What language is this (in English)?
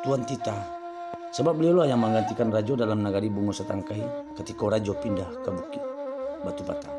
Minangkabau